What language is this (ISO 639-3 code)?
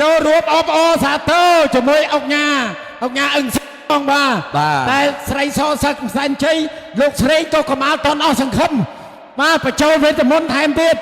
khm